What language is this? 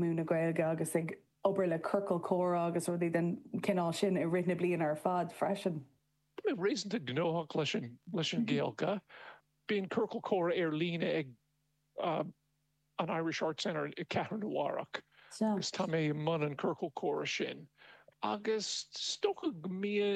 Irish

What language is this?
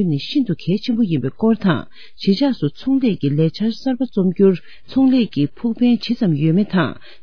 Tibetan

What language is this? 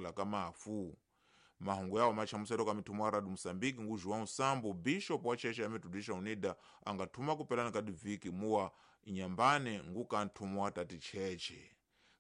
Tsonga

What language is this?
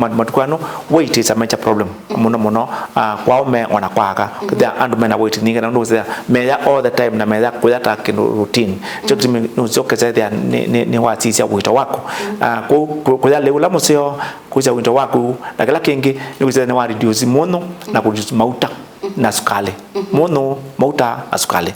Kamba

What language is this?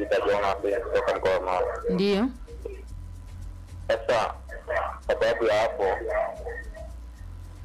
Swahili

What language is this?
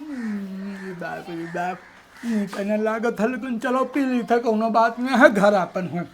Awadhi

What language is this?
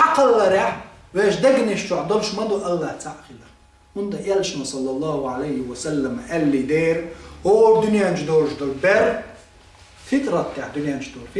Chechen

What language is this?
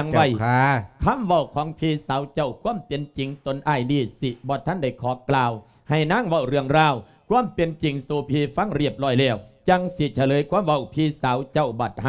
Lao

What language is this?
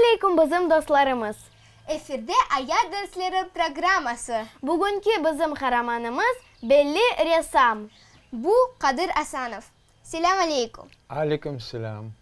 Crimean Tatar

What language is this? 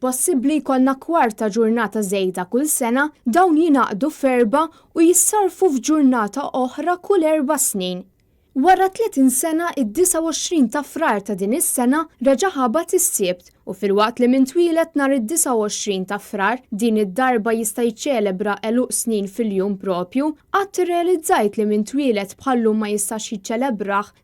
Maltese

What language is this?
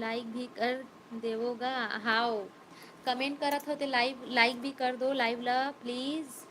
Chhattisgarhi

